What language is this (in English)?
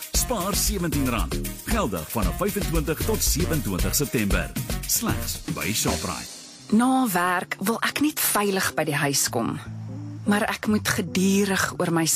Afrikaans